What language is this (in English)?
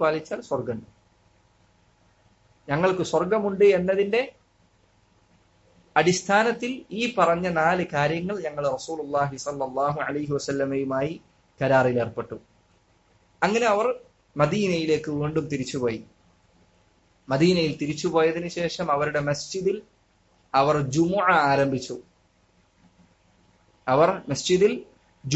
Malayalam